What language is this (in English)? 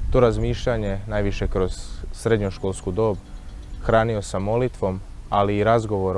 Croatian